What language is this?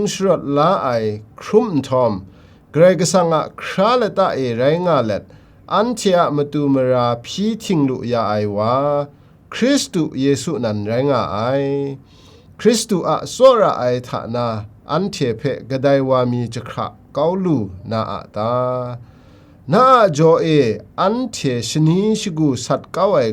Kachin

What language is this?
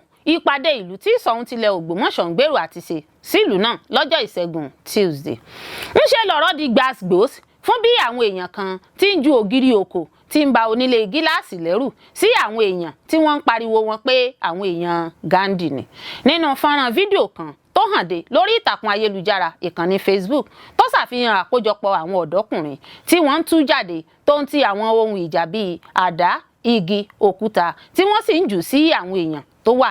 Yoruba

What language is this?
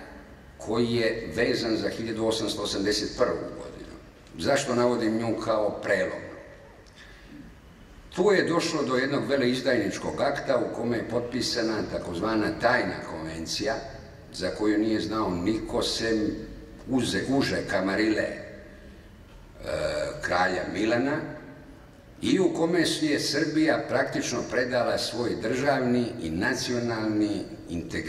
Serbian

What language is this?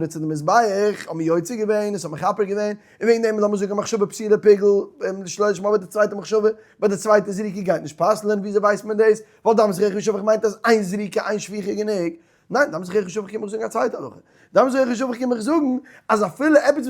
Yiddish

